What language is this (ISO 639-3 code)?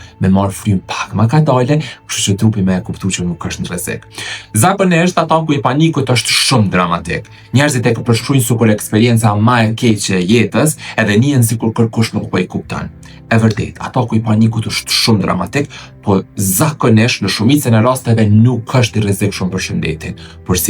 sqi